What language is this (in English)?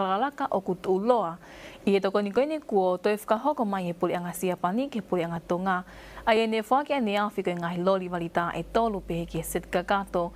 Tongan